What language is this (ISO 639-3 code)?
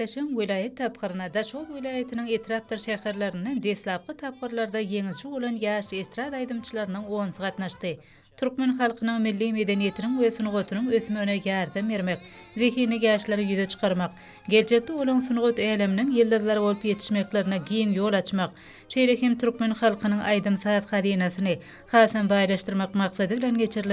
tuk